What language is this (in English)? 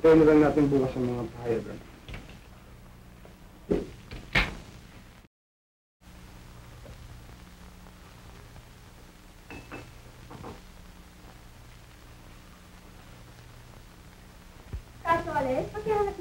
Filipino